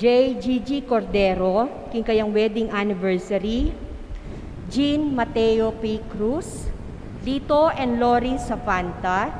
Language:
Pampanga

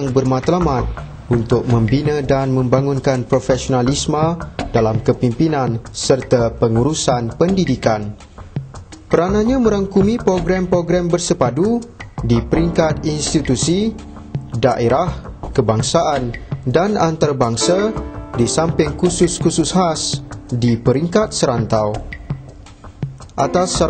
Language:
Malay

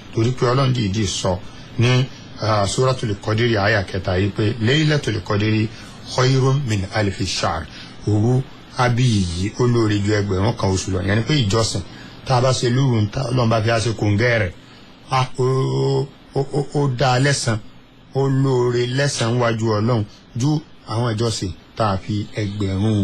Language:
Yoruba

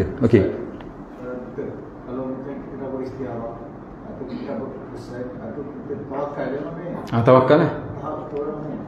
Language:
Malay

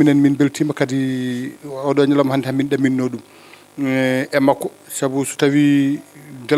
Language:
Fula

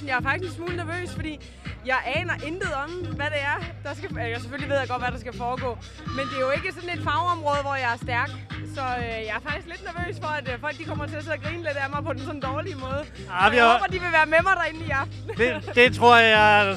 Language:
Danish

